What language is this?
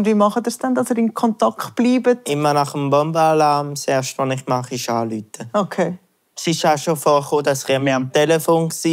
Swiss German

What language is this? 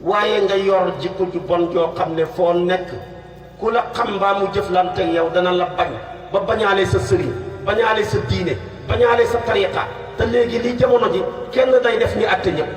Wolof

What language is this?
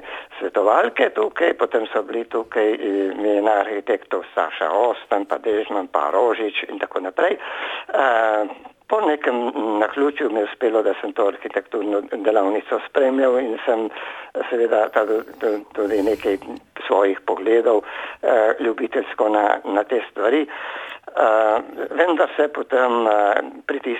Slovenian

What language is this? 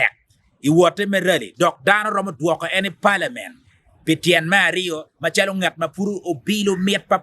Acoli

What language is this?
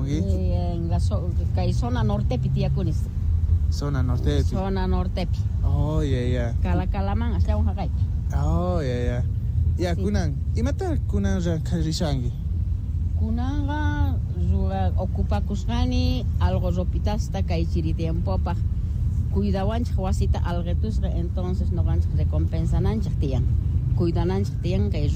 South Bolivian Quechua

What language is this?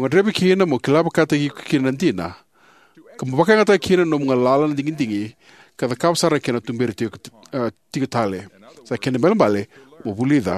Fijian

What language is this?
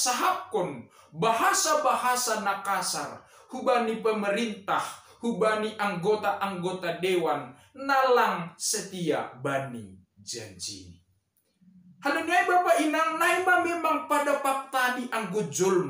Batak Simalungun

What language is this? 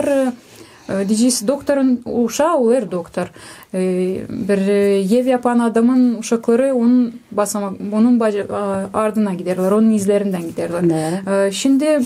Gagauz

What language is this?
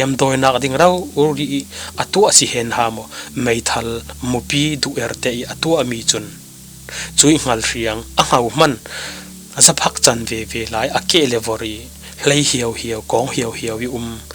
Falam Chin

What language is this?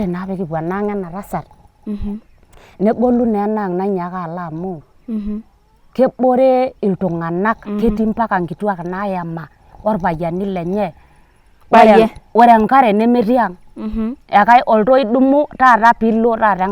Masai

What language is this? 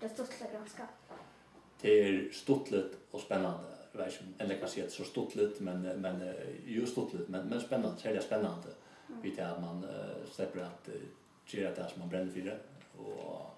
Faroese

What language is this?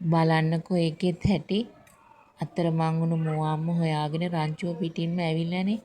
Sinhala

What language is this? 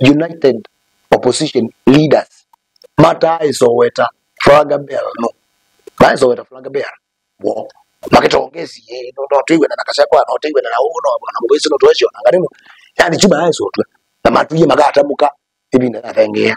Kamba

